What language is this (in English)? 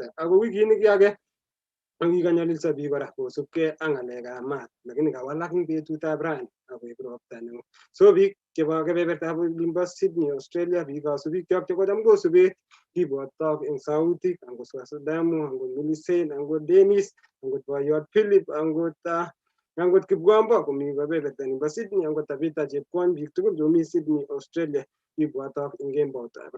Kalenjin